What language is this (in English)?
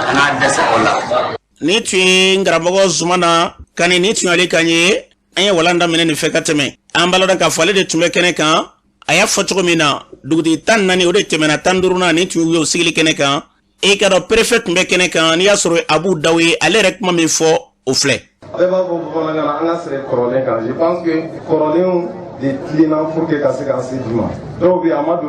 Bambara